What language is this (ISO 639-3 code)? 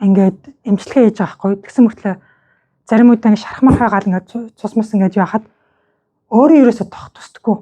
mon